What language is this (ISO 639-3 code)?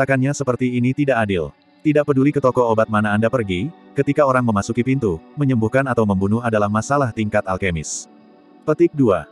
ind